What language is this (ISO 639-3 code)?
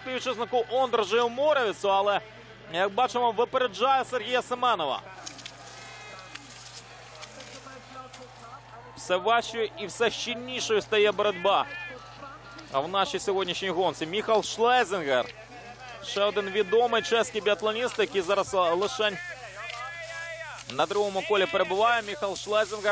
ukr